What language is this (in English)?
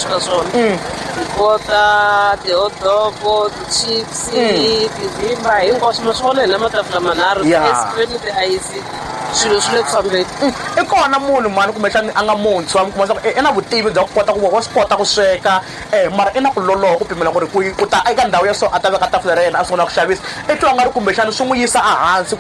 Tsonga